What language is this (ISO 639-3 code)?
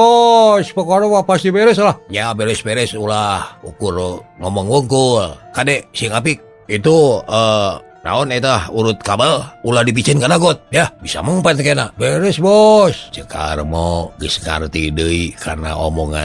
sun